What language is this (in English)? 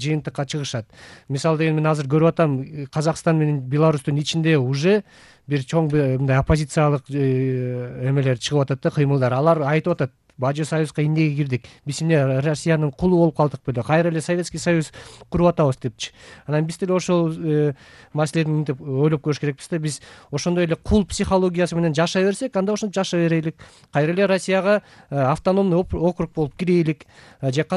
Kyrgyz